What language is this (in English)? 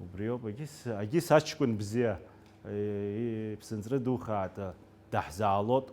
Abkhazian